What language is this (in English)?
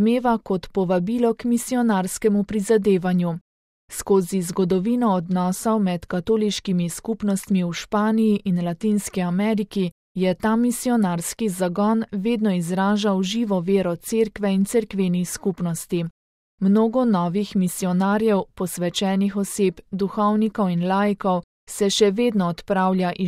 Slovenian